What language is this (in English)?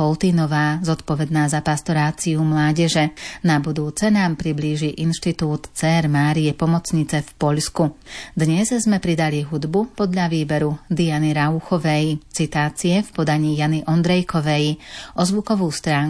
Slovak